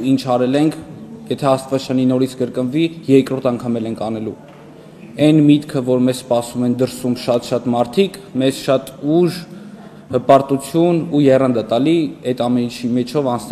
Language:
Armenian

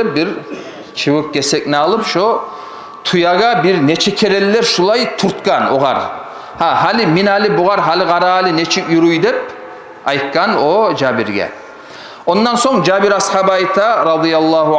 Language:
Kumyk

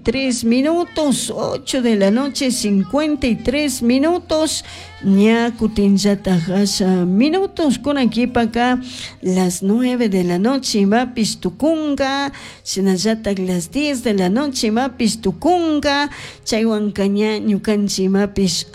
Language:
Chimborazo Highland Quichua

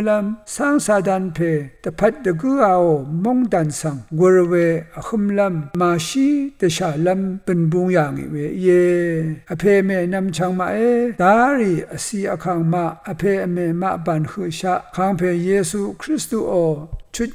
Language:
Rawang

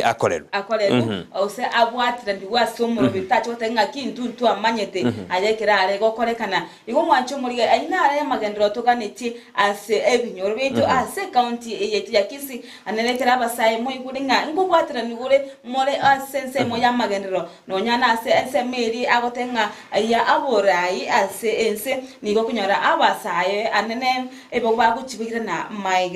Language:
Gusii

